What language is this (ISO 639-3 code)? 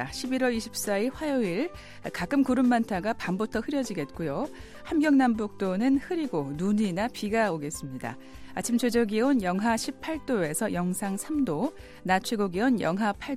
kor